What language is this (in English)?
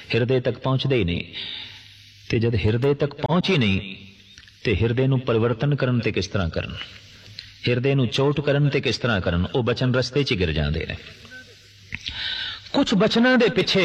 Punjabi